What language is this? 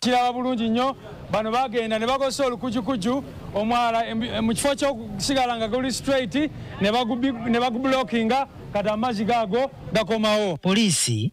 Ganda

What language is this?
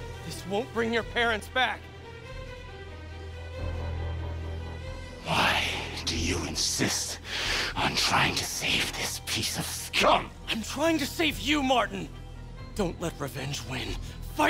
English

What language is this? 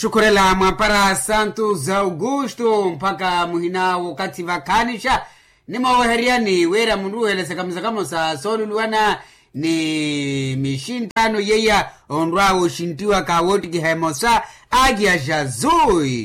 Makhuwa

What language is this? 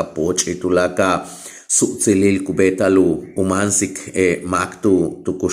Yucateco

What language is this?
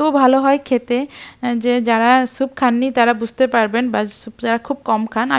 Bangla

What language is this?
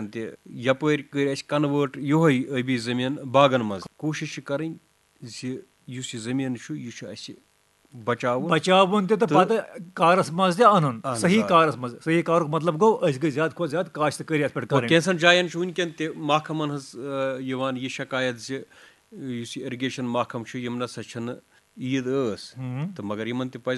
Kashmiri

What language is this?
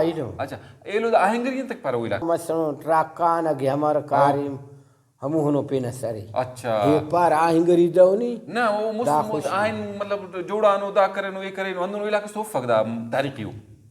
Brahui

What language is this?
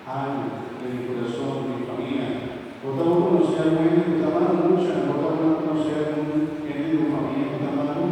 Papiamento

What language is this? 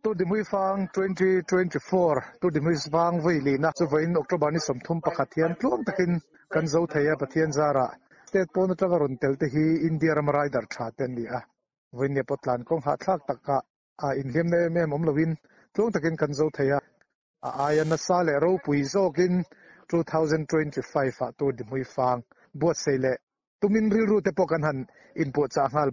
Mizo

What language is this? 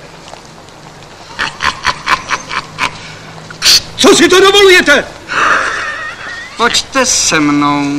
Czech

